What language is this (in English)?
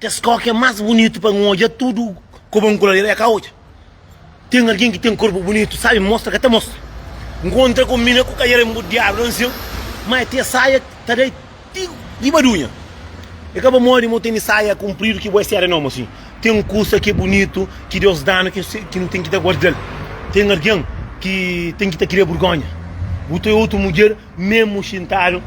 Kabuverdianu